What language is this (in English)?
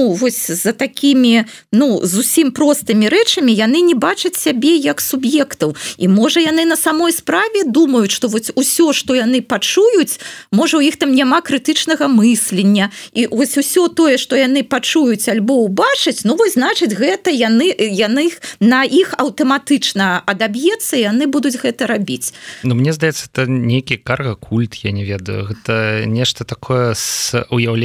Belarusian